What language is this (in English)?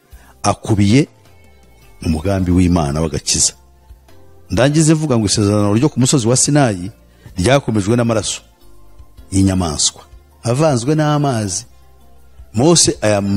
Kinyarwanda